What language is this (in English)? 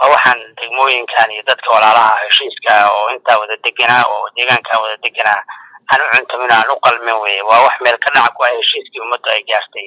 Somali